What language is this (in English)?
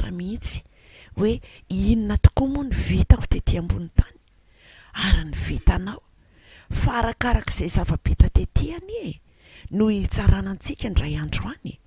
Malagasy